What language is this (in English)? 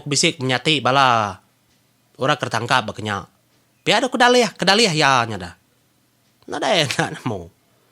Iban